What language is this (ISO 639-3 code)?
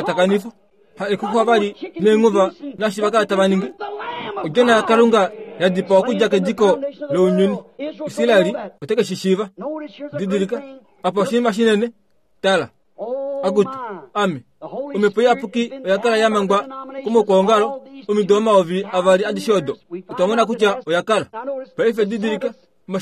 kua